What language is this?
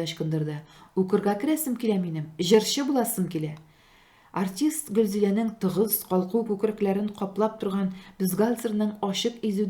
Tatar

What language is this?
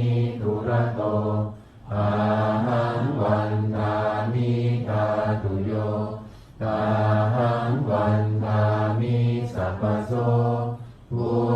Pali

